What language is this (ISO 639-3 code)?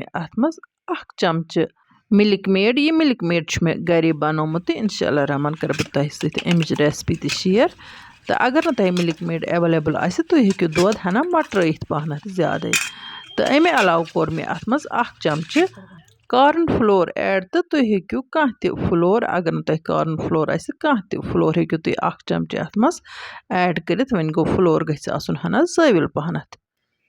kas